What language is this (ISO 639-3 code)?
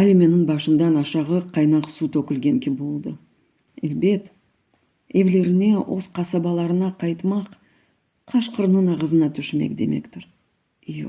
crh